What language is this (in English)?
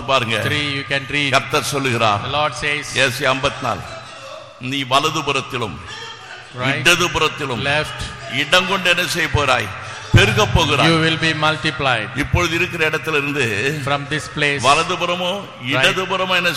Tamil